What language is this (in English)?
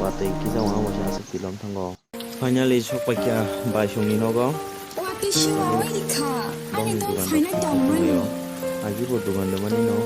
Kok Borok